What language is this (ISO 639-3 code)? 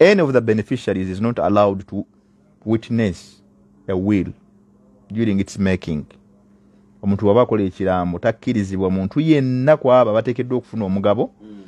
lug